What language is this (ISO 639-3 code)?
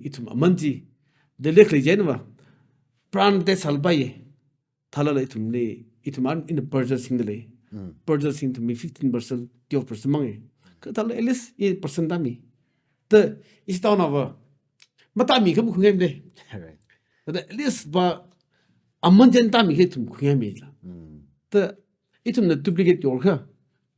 nmf